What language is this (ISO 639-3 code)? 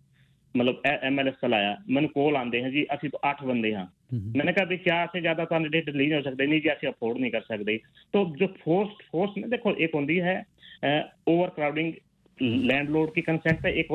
pan